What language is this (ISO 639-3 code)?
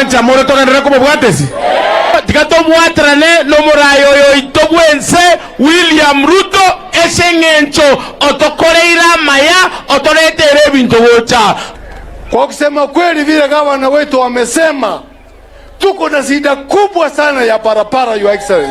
guz